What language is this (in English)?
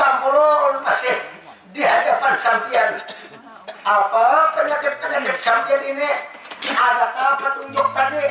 Banjar